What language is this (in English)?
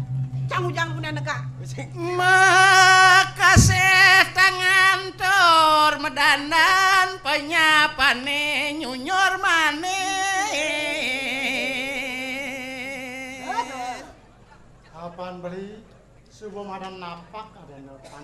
Balinese